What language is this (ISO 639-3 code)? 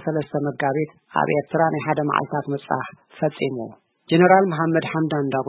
tir